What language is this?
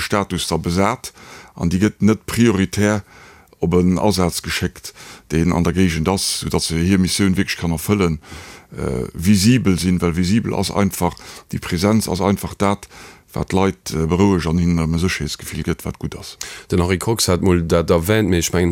Luxembourgish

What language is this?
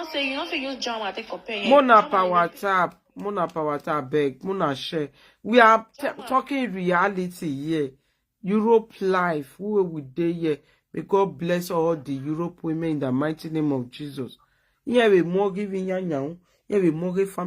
Nigerian Pidgin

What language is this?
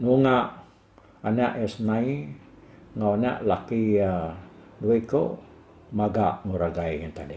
Iban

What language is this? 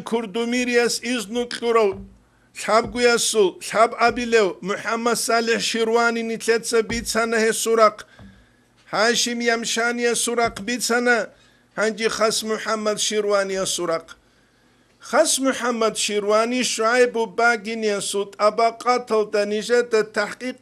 Avaric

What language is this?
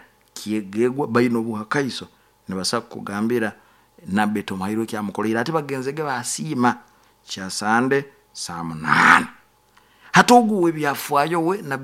Nyoro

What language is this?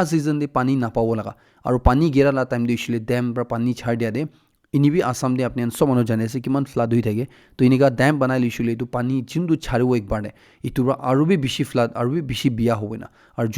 Naga Pidgin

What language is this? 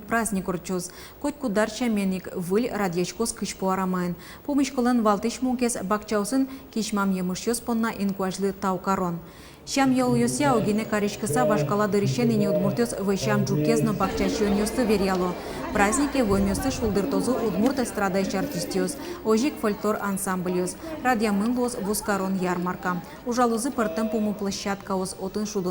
Udmurt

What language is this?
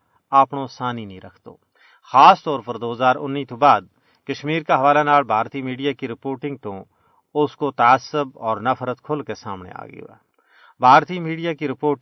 Gujari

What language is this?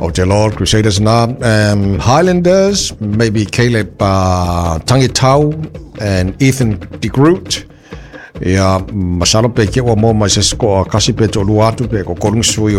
Samoan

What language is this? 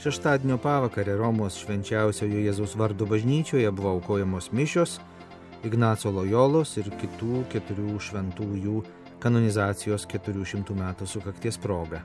Lithuanian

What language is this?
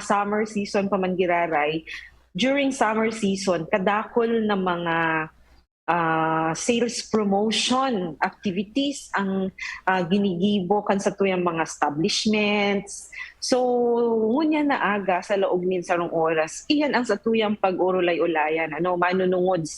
Bikol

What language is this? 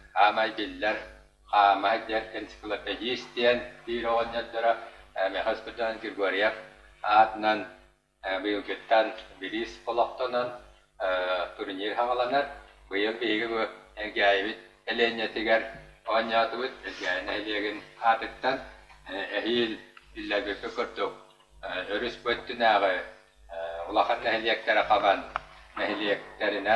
Yakut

